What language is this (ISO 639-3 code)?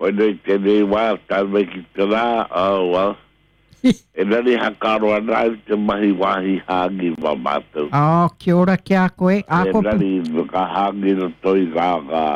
mri